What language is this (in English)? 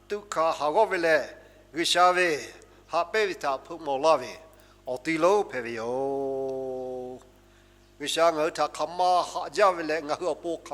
Lahu